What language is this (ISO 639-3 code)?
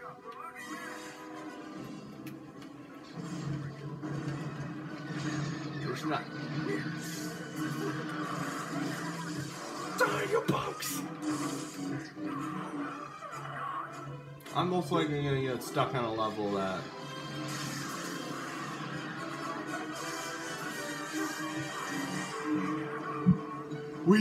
eng